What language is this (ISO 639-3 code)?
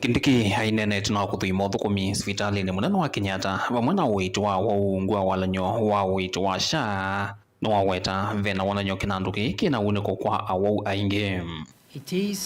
kam